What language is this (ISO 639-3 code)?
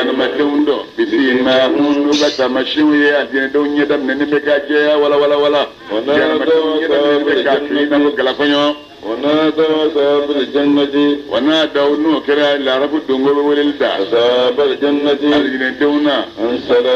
bam